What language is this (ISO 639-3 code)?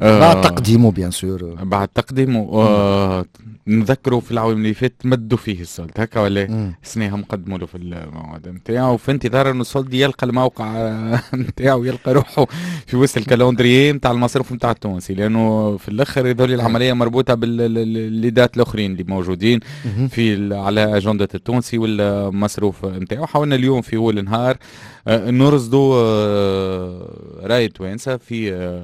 aeb